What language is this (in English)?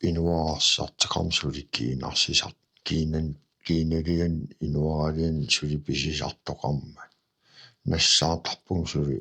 Kalaallisut